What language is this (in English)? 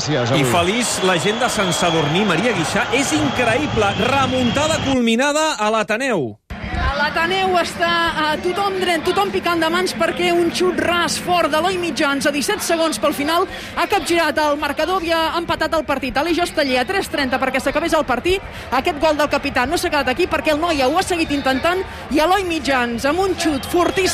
Catalan